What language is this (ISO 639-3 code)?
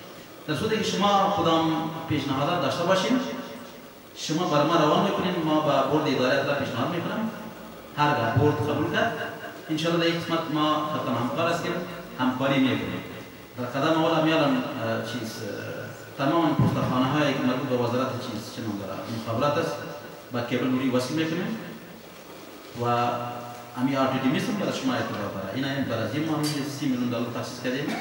fas